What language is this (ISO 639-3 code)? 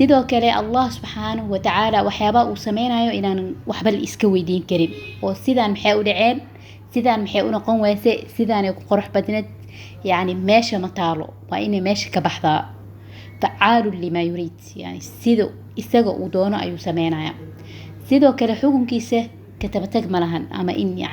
som